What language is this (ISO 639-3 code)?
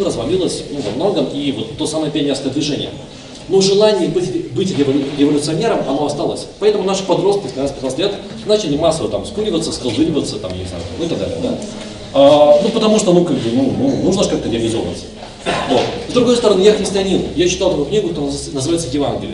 rus